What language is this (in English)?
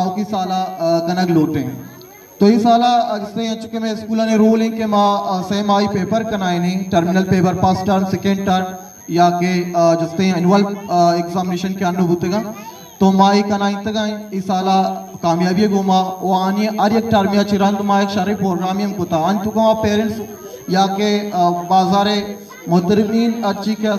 Eastern Balochi